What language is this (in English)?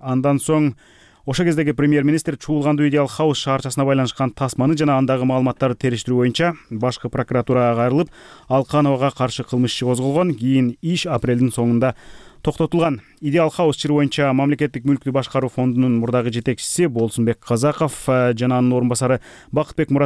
Kyrgyz